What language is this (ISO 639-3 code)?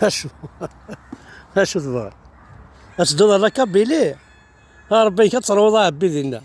kab